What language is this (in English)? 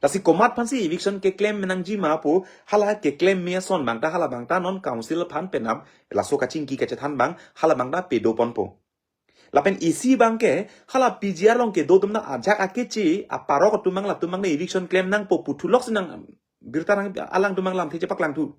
Karbi